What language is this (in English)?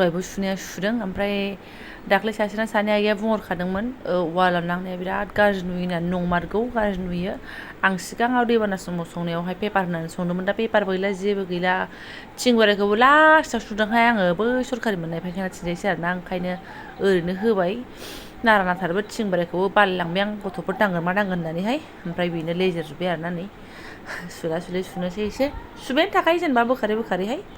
Bodo